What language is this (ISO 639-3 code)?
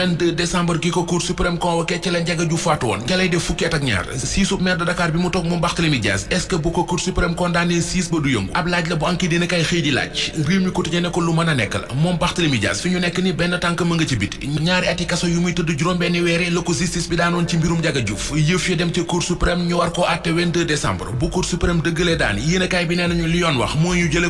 wol